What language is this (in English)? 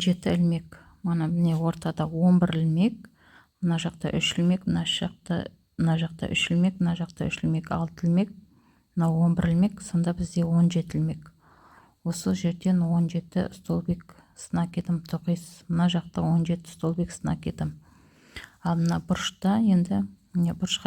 Kazakh